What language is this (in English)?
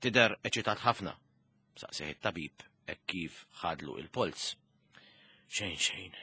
Maltese